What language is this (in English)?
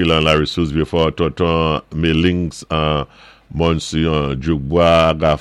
Saint Lucian Creole French